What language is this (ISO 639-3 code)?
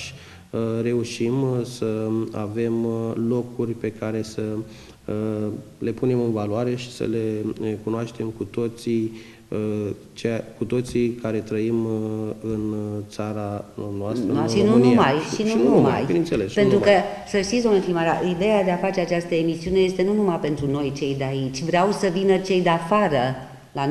ron